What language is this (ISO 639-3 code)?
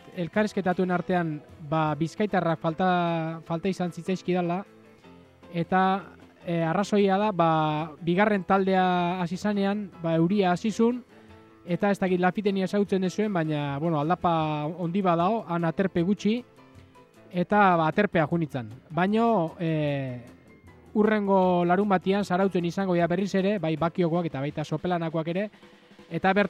eus